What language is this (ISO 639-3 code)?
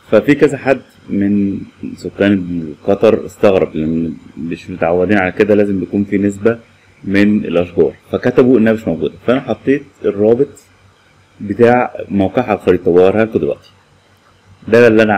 arz